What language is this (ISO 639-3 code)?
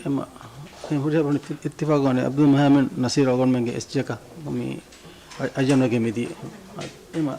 div